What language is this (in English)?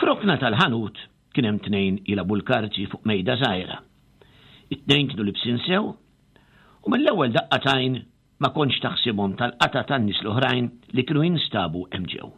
Maltese